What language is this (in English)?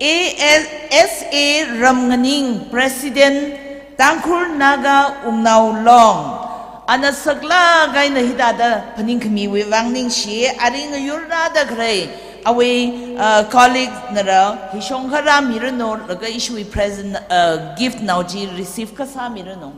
Tangkhul Naga (India)